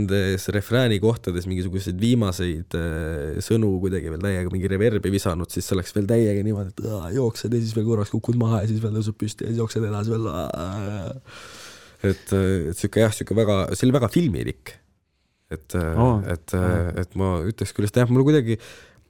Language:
Estonian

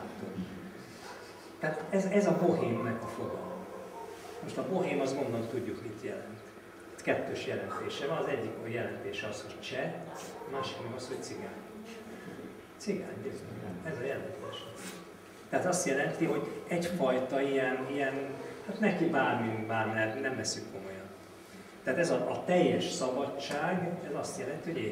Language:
Hungarian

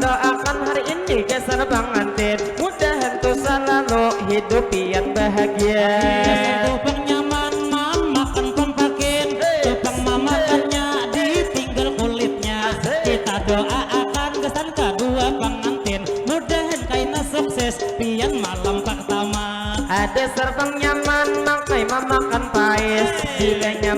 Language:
Banjar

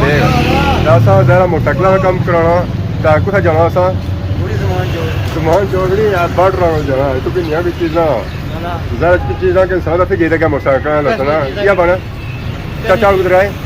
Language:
Pahari-Potwari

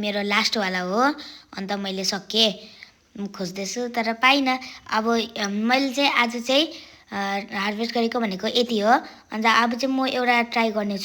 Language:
Nepali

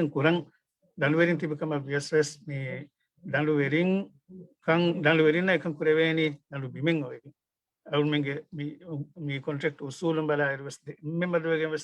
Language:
Divehi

